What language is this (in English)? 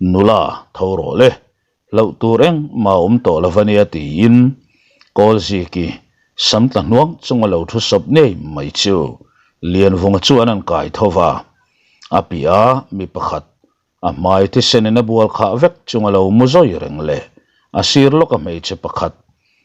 Mizo